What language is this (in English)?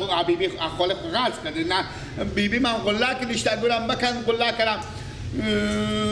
Persian